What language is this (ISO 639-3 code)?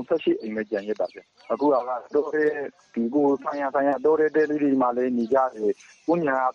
mya